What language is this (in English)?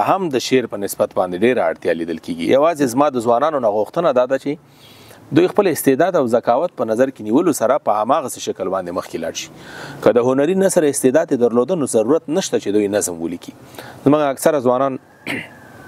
Pashto